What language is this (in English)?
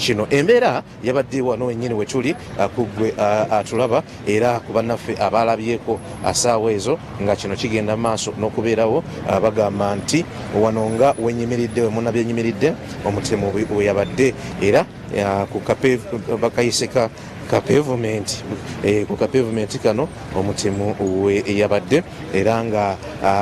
Ganda